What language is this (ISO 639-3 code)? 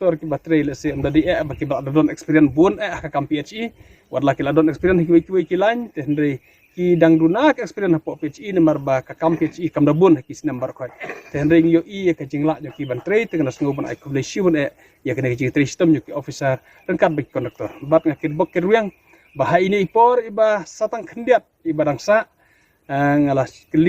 kha